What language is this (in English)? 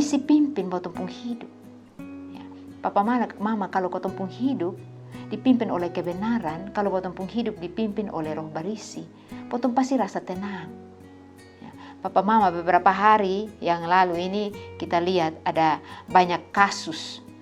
Kupang Malay